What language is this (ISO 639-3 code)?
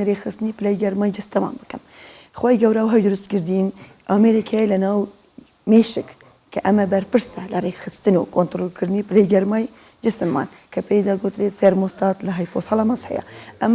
ckb